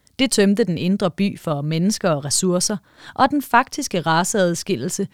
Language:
Danish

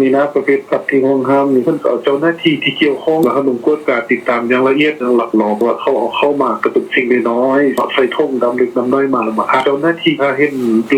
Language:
Lao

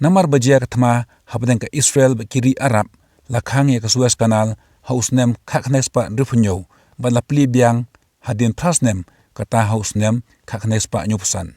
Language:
Khasi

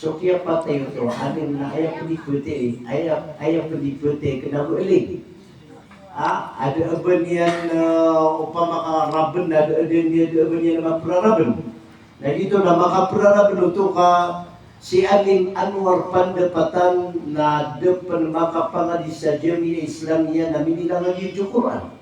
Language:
Maranao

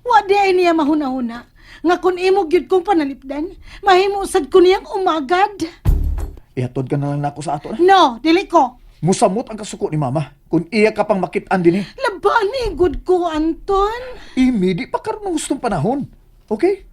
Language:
Cebuano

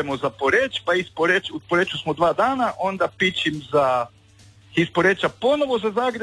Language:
Croatian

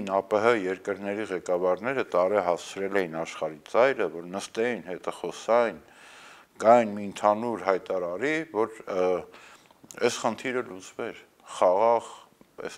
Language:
Armenian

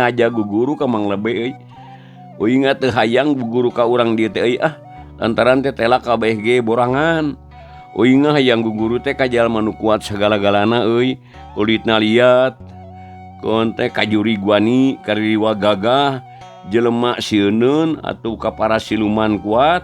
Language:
Sundanese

